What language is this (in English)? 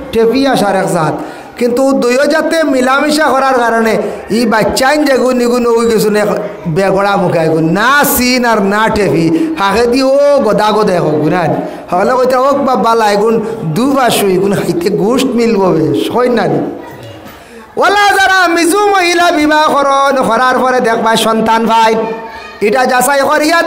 Sylheti